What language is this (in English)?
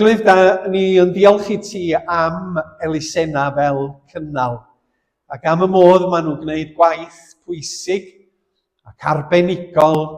Welsh